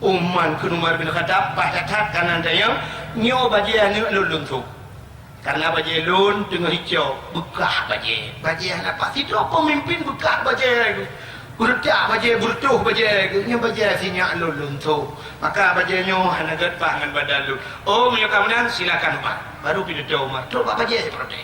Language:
Achinese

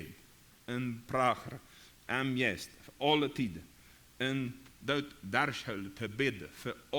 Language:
Plautdietsch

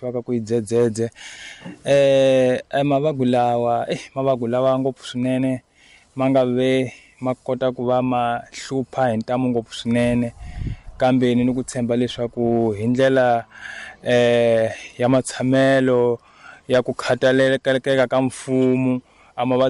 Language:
Tsonga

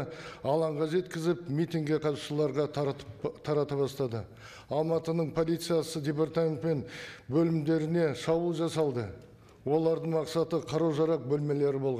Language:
Kazakh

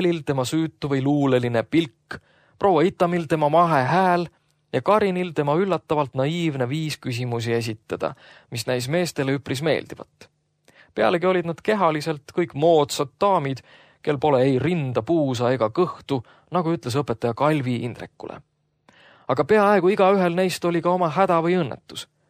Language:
Estonian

